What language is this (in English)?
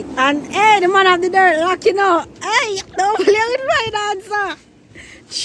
Jamaican Creole English